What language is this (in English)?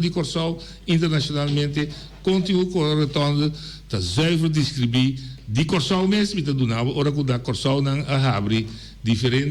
Papiamento